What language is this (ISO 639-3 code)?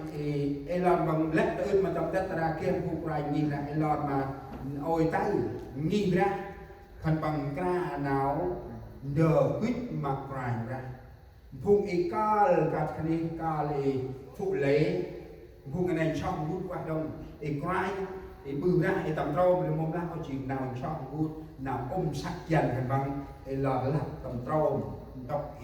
cmo